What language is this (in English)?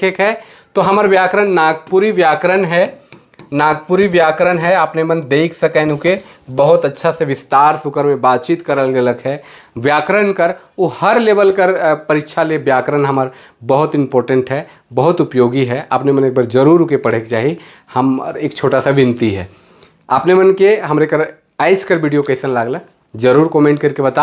Sadri